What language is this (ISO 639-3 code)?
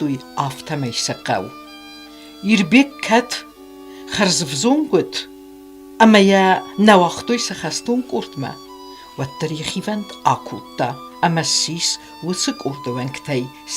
oss